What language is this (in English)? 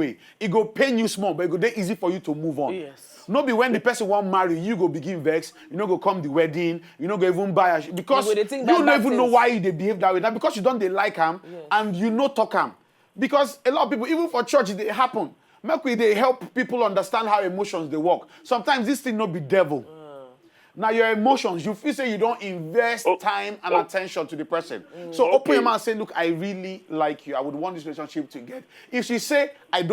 Nigerian Pidgin